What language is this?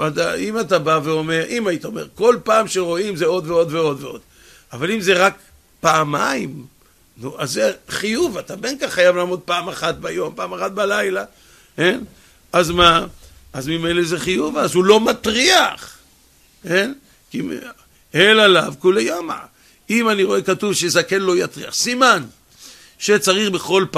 Hebrew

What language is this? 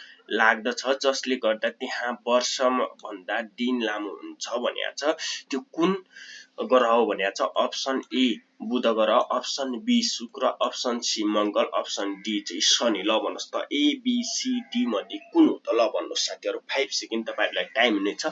Nepali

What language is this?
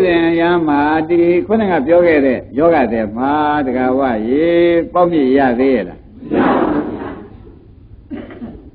Burmese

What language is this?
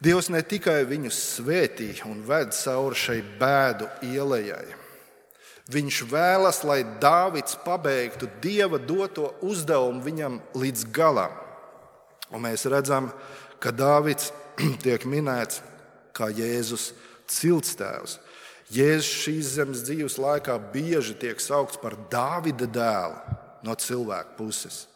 Latvian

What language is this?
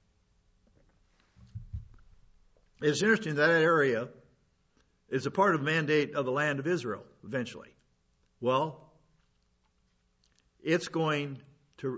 English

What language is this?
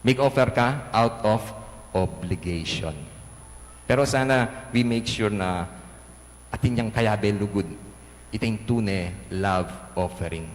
Pampanga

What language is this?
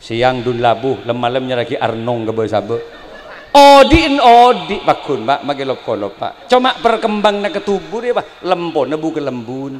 Madurese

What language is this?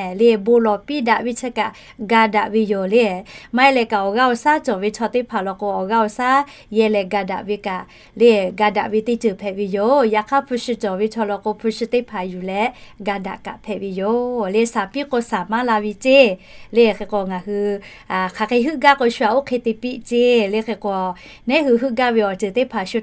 Lahu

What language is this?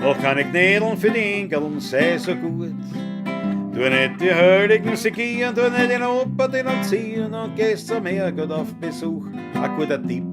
Bavarian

